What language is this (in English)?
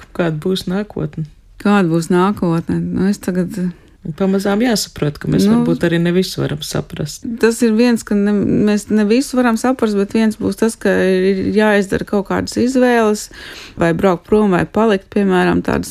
Latvian